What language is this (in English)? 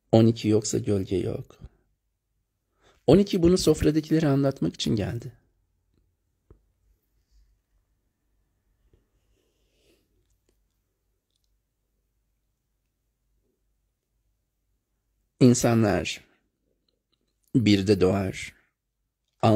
Turkish